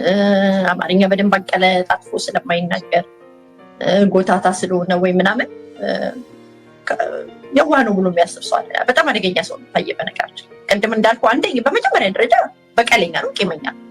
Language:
Amharic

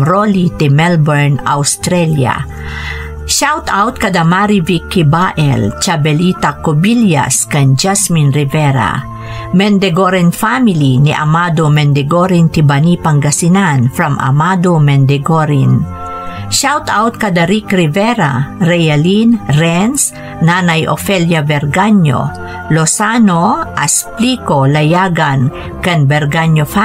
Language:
Iloko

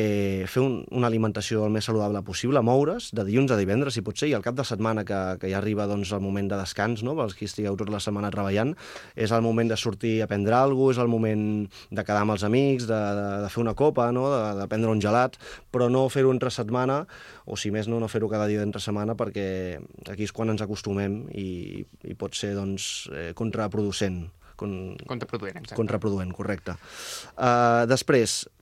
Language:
Catalan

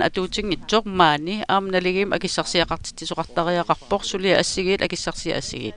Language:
Kalaallisut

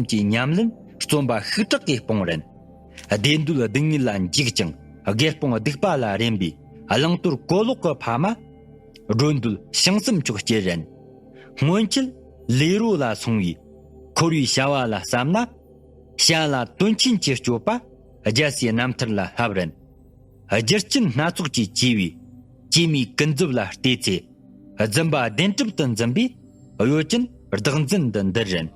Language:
Tibetan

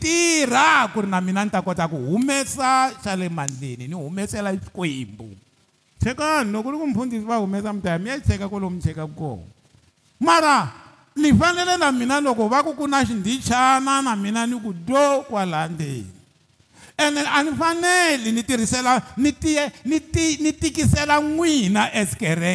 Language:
Tsonga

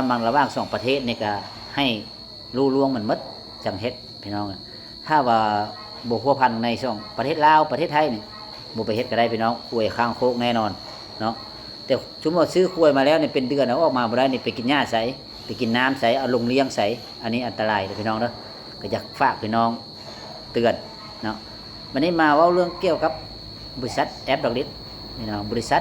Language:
Lao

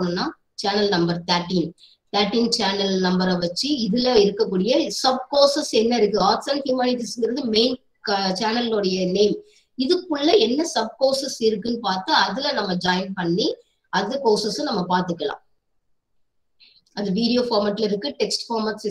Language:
Tamil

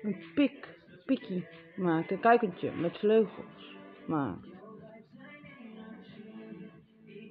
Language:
Dutch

